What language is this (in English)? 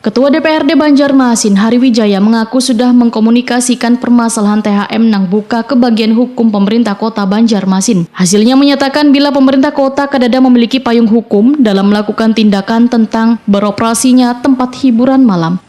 Banjar